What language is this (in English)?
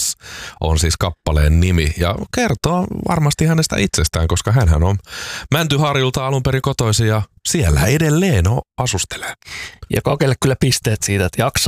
Finnish